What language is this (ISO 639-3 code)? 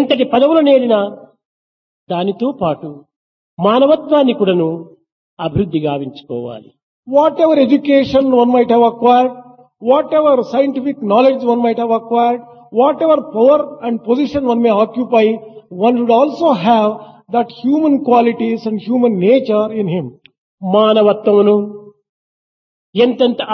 tel